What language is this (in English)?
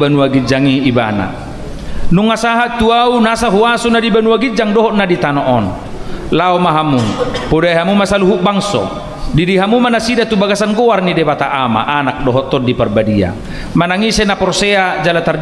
Batak Toba